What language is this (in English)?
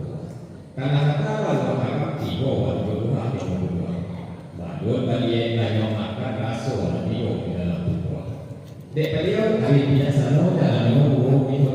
Minangkabau